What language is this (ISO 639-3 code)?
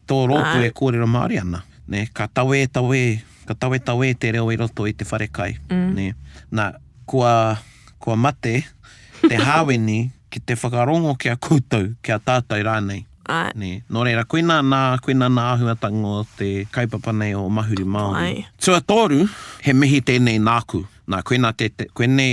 mri